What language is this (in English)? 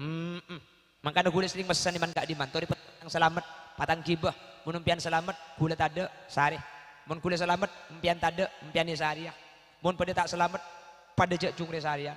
Madurese